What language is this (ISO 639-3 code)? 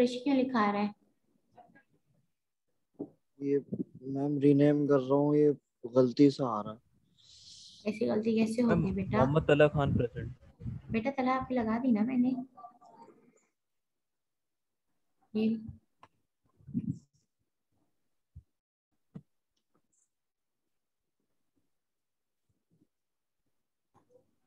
hin